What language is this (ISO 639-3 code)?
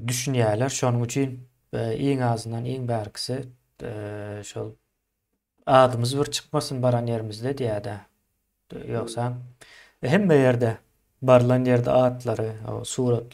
tuk